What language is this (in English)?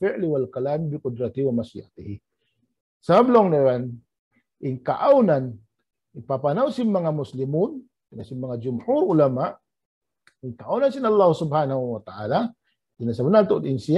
Tausug